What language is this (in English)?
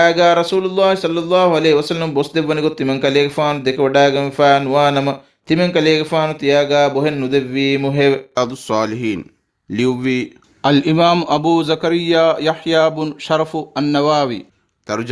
Divehi